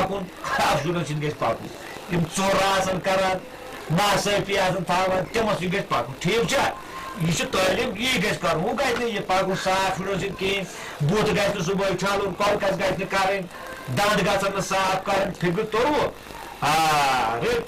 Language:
Kashmiri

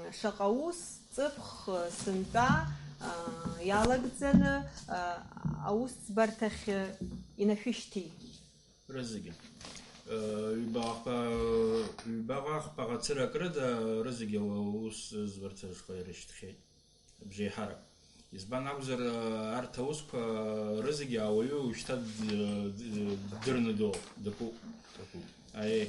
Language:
Abkhazian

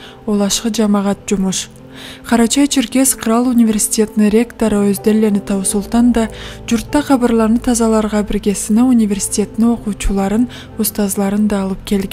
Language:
Karachay-Balkar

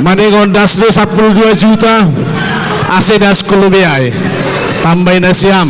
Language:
Batak Simalungun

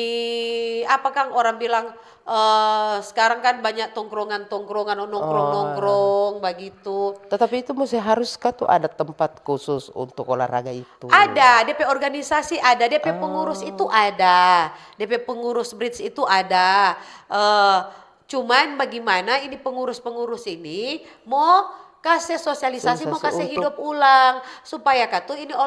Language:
Manado Malay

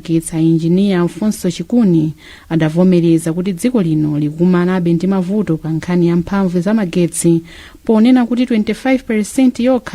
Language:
Nyanja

